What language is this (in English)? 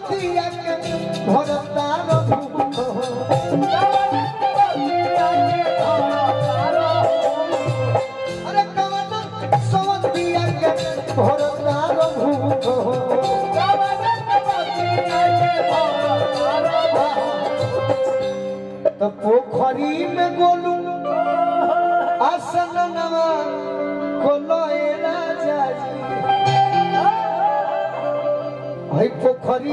Bhojpuri